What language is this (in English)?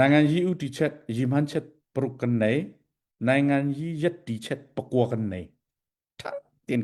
Hakha Chin